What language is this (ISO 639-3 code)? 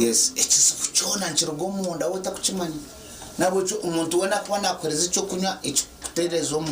nyn